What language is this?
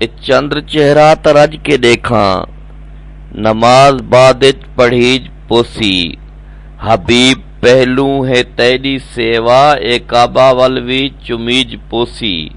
Saraiki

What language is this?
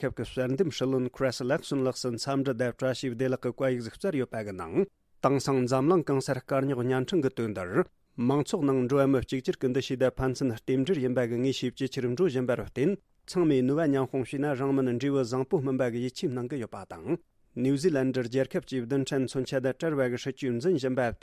Tibetan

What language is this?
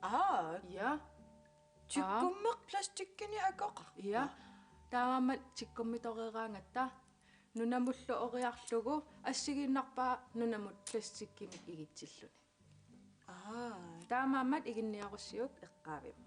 Kalaallisut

